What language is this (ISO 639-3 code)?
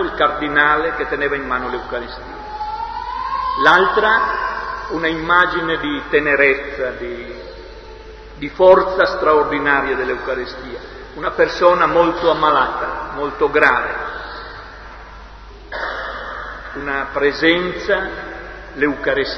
ita